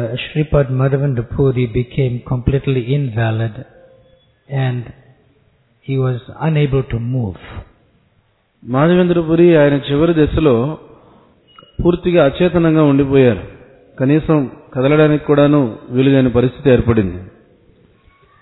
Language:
Telugu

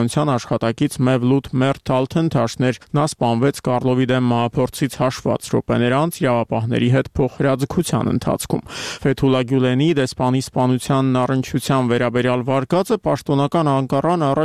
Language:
Armenian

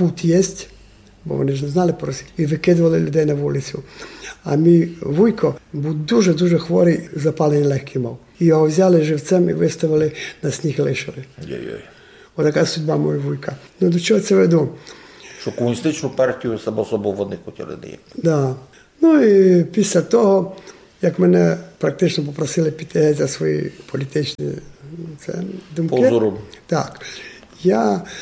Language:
Ukrainian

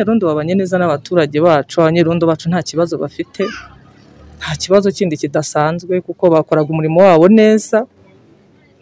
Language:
Kinyarwanda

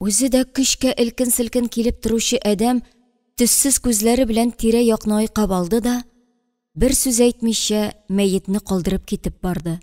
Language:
Tatar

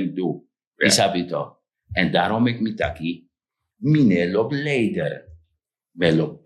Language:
Sranan Tongo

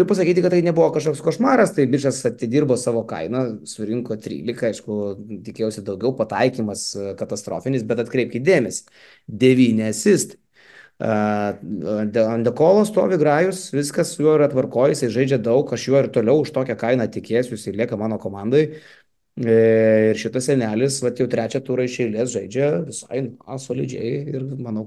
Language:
Lithuanian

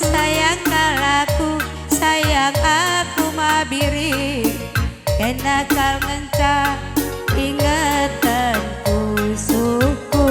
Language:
Batak Karo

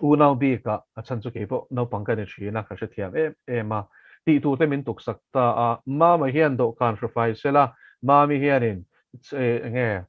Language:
Mizo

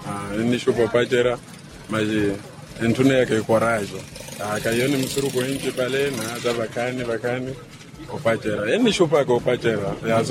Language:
Swahili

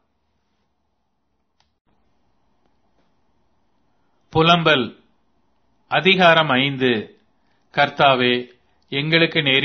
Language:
Tamil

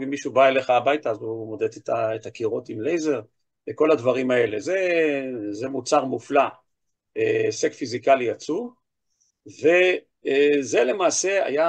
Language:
Hebrew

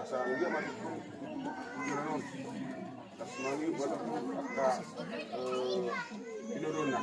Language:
Batak Toba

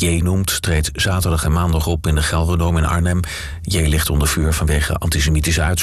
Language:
Dutch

